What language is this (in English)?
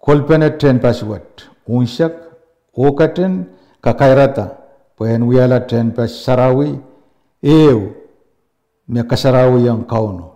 Pohnpeian